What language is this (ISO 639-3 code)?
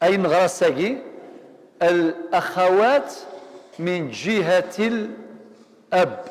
kab